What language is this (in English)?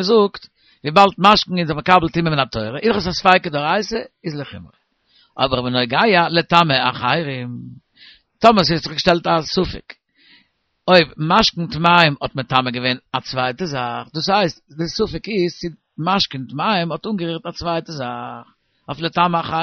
Yiddish